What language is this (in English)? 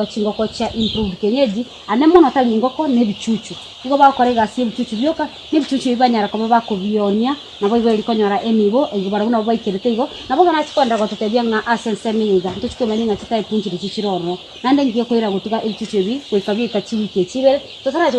Gusii